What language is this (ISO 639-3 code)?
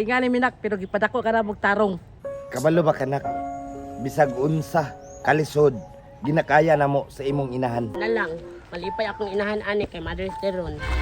ceb